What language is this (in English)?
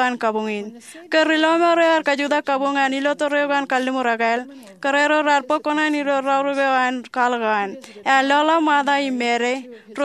Marshallese